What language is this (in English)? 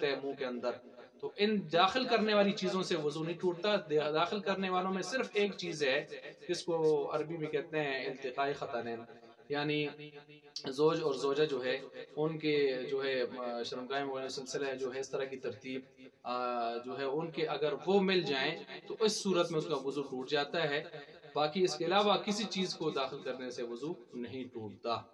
Urdu